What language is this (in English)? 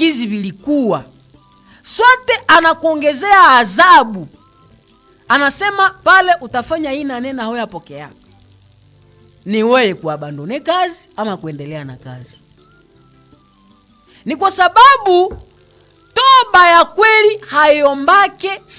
Swahili